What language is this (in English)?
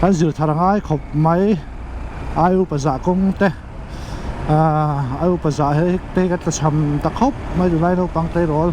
Mizo